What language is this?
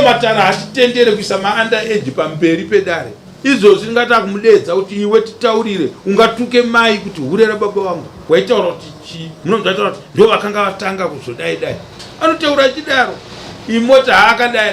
Shona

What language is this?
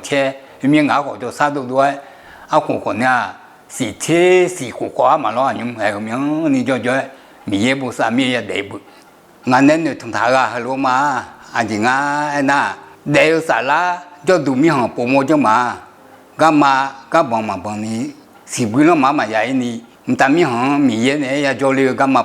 Akha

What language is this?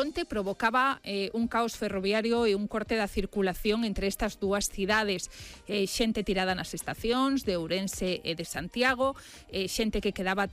Galician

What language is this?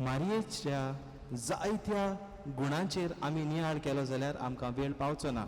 Konkani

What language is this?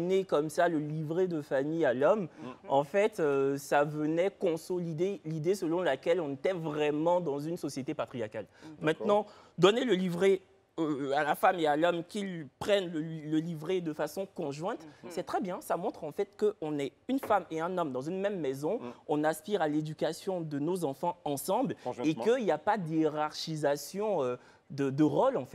French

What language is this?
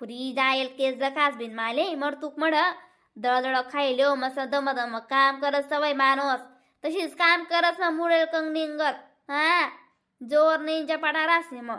Khandesi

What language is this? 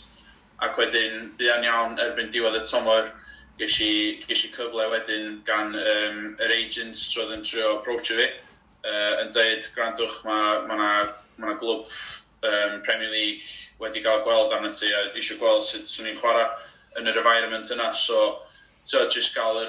Welsh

